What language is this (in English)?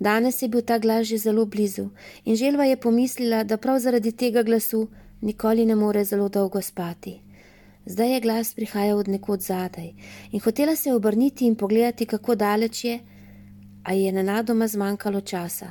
Slovenian